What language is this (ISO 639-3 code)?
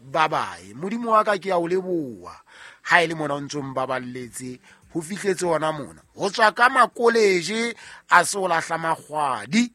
sot